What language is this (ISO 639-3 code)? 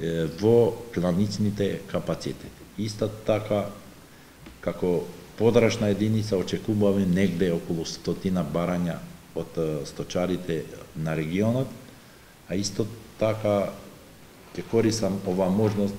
mkd